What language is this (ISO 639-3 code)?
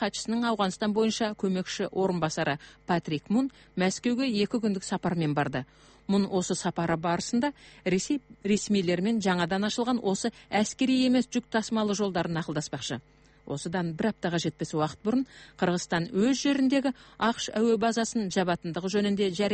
kaz